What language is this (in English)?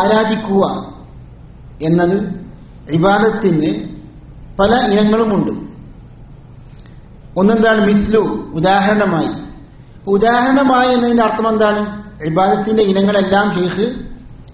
Malayalam